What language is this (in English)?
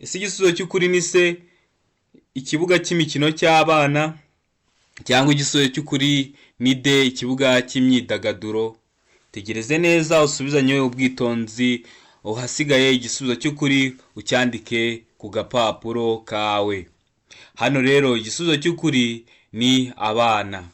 Kinyarwanda